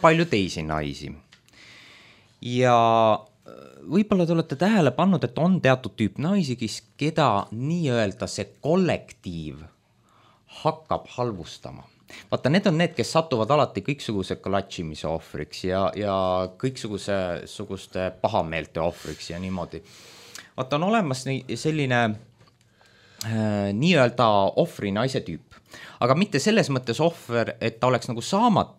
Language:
Estonian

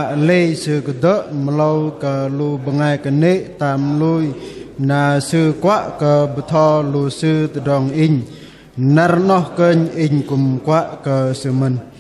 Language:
Bahnar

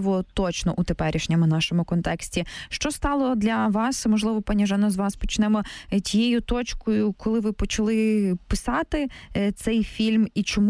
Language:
Ukrainian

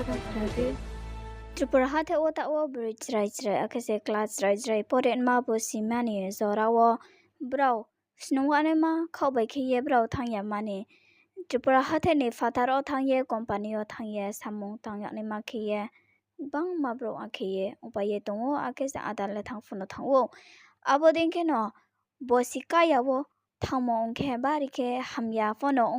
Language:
Riang (India)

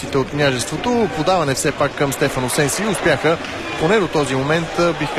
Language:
Bulgarian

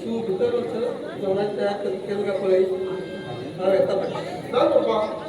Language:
Konkani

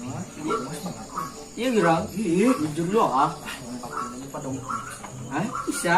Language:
Banjar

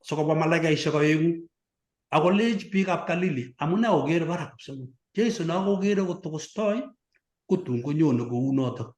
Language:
Kalenjin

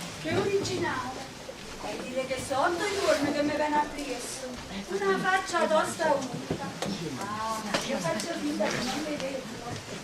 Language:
Neapolitan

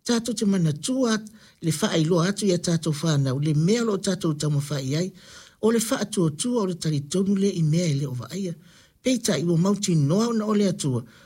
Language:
Samoan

